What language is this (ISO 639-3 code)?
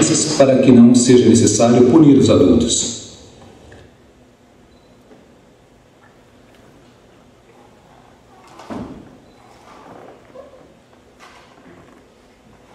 por